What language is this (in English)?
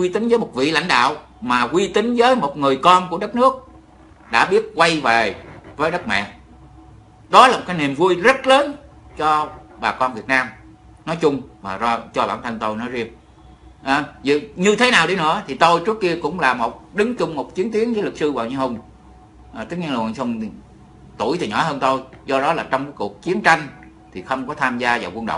Vietnamese